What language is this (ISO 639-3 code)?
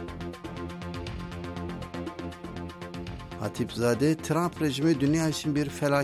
tur